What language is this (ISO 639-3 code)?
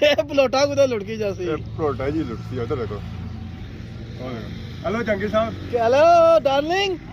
phr